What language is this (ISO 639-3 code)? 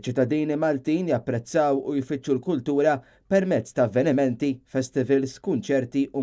mlt